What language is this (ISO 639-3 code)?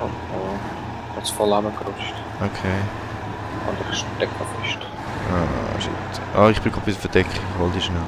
gsw